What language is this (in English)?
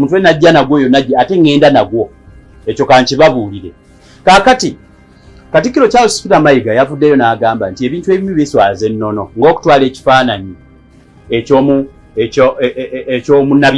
Ganda